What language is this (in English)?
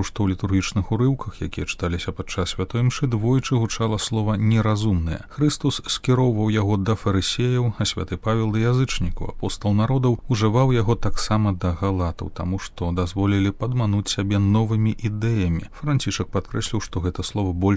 Belarusian